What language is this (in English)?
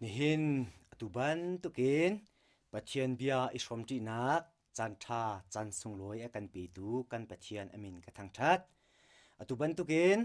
Hakha Chin